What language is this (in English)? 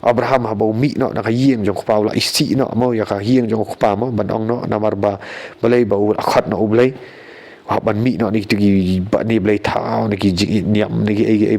Khasi